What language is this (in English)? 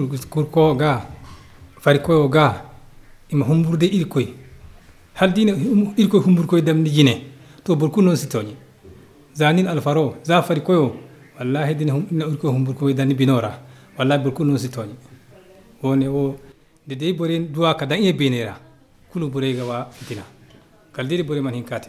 Zarma